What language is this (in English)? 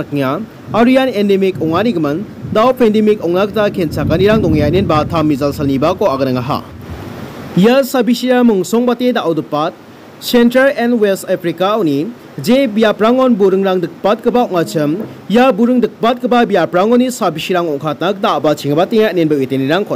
Garo